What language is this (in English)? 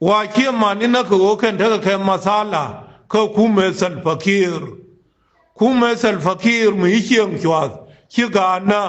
Nuer